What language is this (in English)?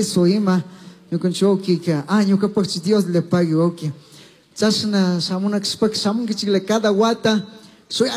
Chimborazo Highland Quichua